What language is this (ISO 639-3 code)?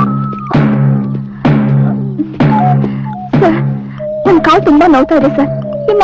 kan